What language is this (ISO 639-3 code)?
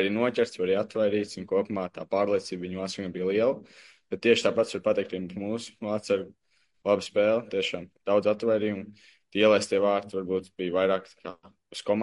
lav